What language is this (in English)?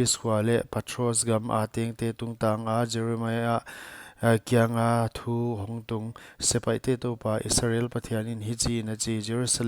Paite Chin